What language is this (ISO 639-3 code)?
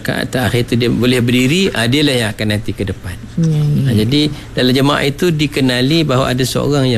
msa